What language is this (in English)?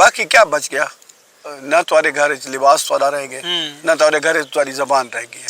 Saraiki